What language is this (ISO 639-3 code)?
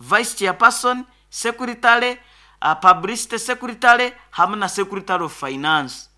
nyo